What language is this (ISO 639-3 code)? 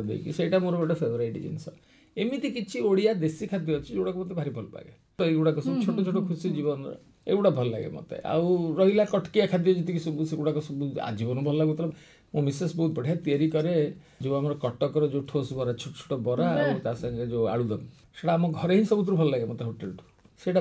ori